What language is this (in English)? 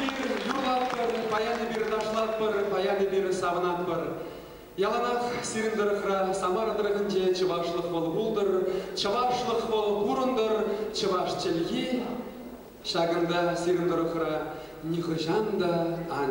Chuvash